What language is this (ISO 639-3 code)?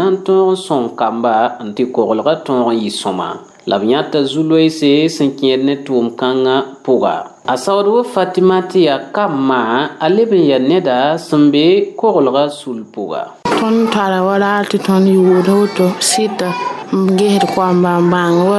mos